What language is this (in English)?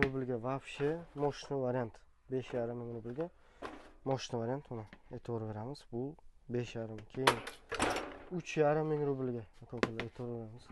Uzbek